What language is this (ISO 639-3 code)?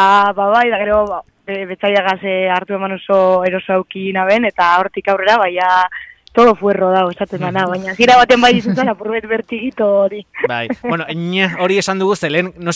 eus